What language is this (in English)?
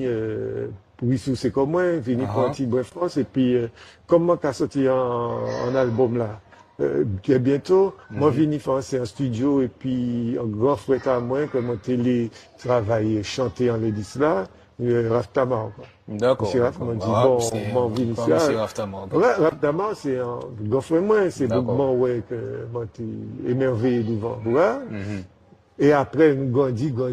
Guadeloupean Creole French